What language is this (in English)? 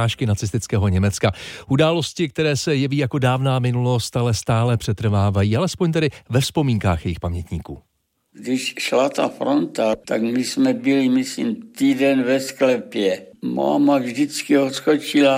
Czech